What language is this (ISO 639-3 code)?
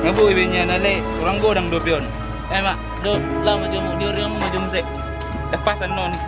bbc